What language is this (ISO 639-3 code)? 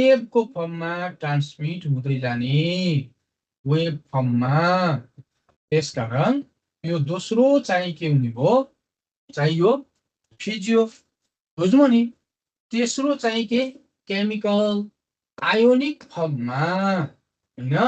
nep